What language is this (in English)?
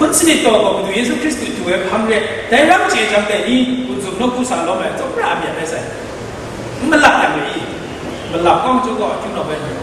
Kachin